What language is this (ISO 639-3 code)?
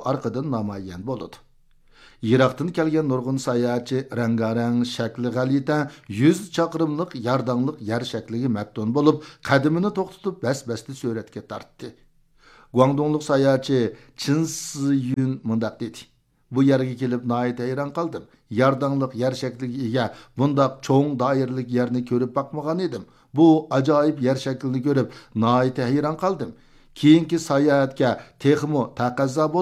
uig